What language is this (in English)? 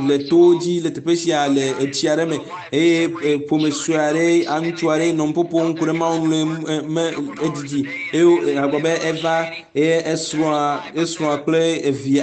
Ewe